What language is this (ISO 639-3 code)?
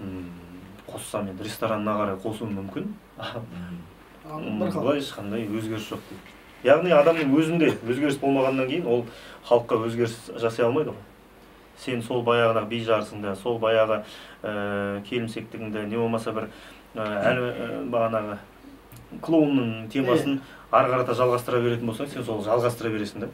kaz